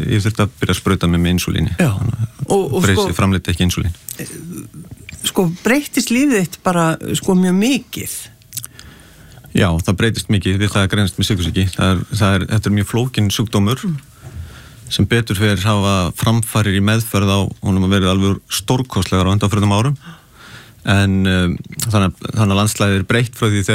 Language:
Icelandic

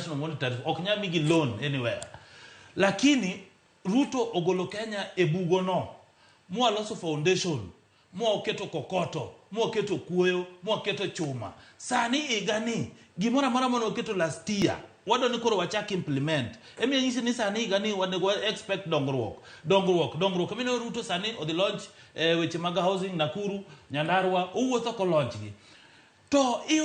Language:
Luo (Kenya and Tanzania)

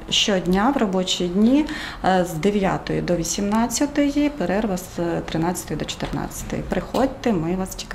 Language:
Ukrainian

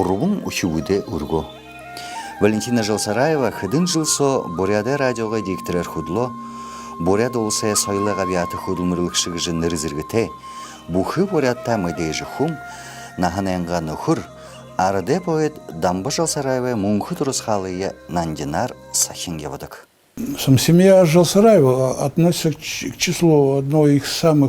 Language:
Buriat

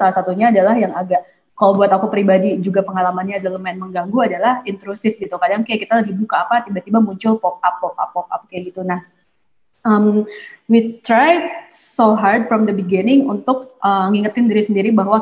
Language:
Indonesian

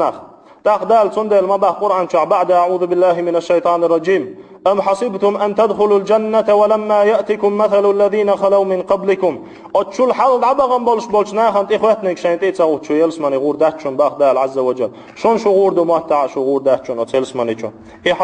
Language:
Chechen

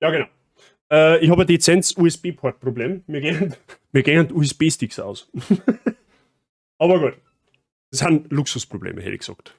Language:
Bavarian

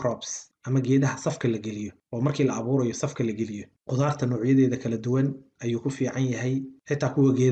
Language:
Somali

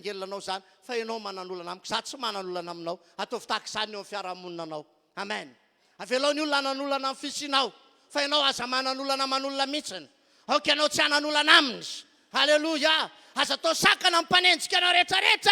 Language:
Malagasy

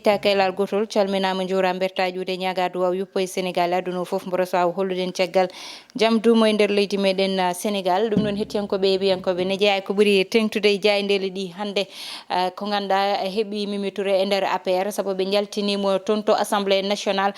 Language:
Fula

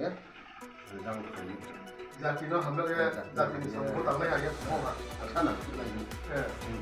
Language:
Riang (India)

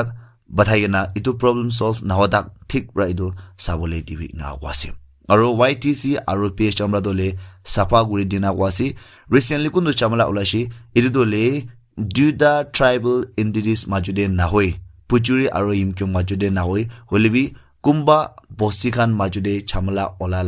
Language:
Naga Pidgin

